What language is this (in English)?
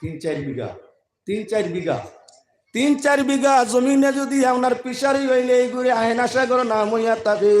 Sylheti